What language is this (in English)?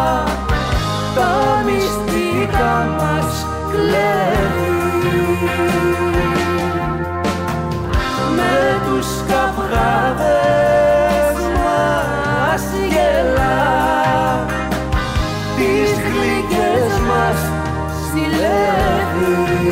Greek